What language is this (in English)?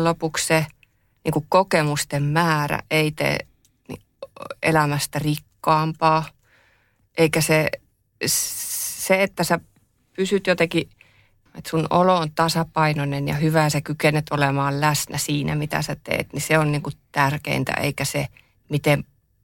Finnish